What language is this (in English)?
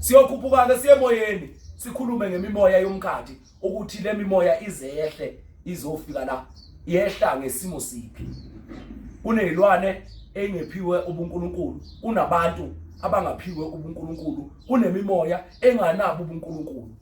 Zulu